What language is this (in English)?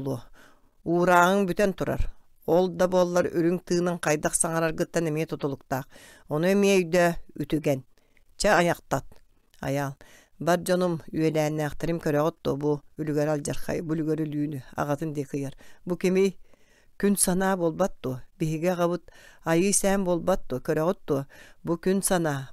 Yakut